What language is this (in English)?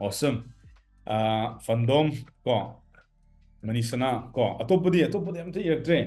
Manipuri